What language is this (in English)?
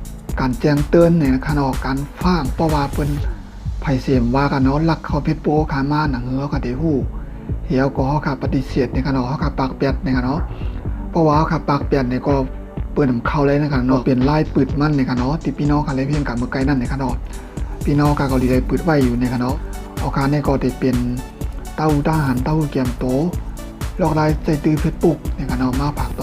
Shan